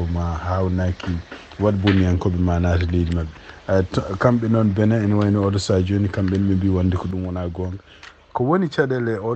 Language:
Fula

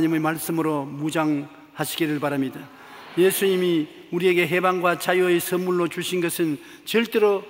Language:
Korean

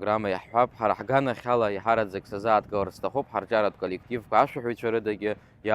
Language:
Abkhazian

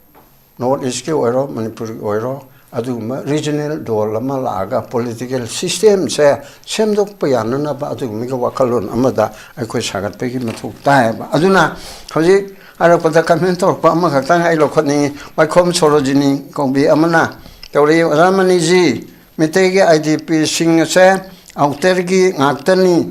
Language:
Manipuri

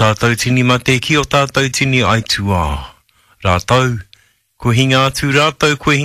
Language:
Māori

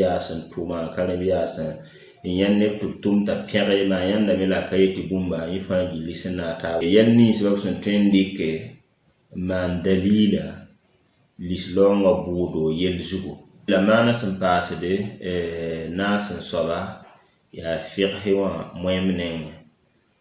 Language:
Mossi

